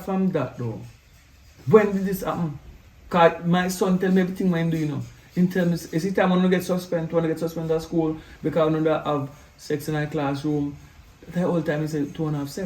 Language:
Jamaican Creole English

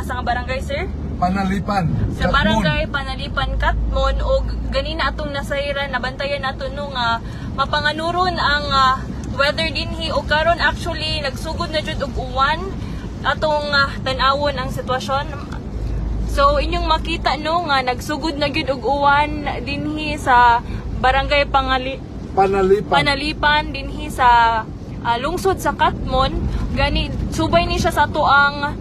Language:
Cebuano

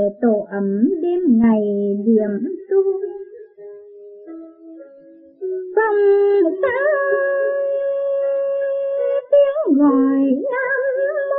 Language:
Vietnamese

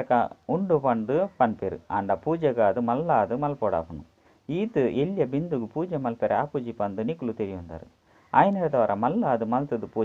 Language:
Tulu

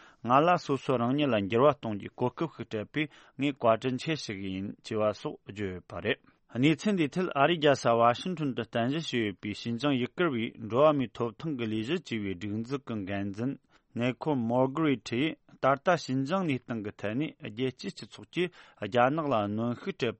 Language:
Tibetan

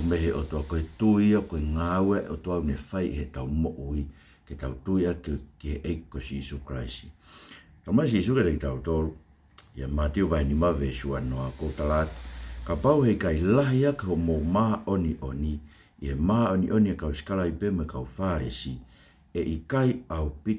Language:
Tongan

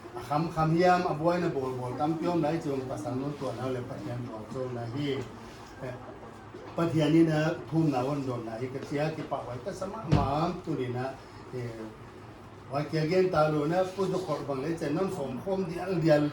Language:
Paite Chin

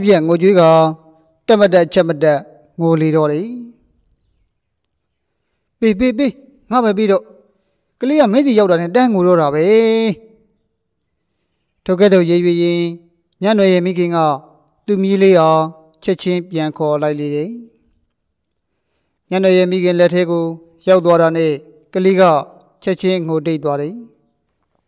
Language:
Burmese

